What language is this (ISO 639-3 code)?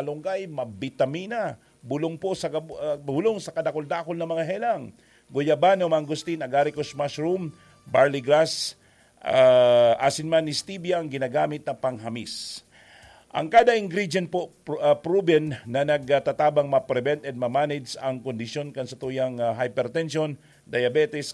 bik